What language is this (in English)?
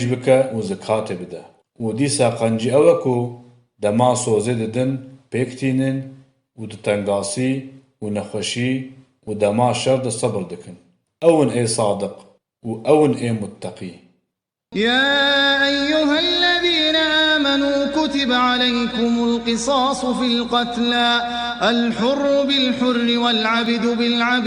Kurdish